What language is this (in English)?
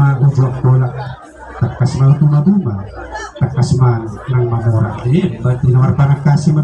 Batak Toba